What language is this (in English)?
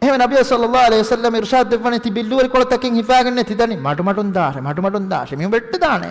Divehi